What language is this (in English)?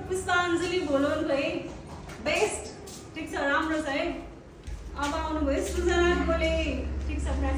Nepali